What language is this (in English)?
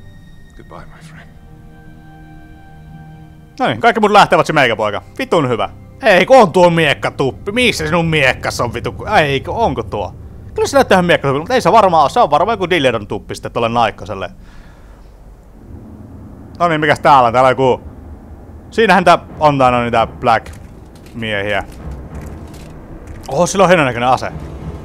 Finnish